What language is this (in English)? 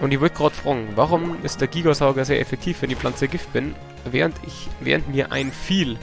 Bavarian